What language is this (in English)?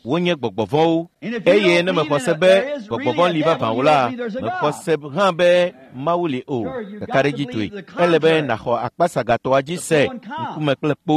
Ewe